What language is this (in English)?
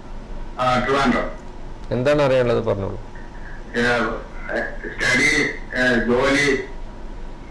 Malayalam